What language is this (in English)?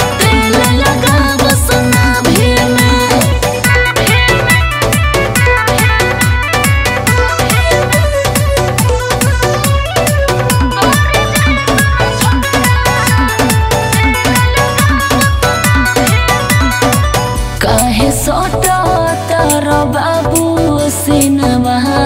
Bhojpuri